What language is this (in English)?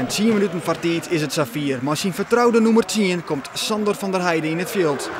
Western Frisian